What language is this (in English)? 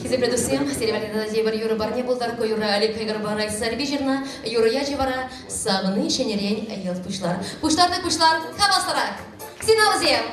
Chuvash